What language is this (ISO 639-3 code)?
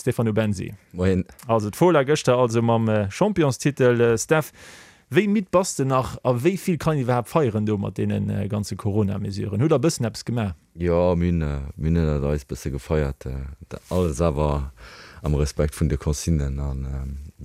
ltz